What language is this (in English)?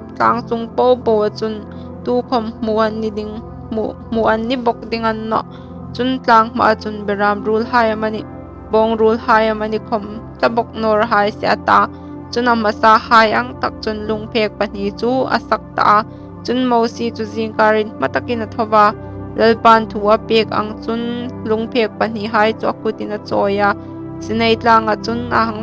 Hmar